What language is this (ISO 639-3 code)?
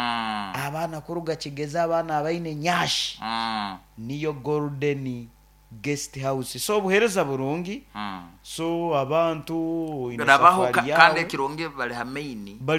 nyo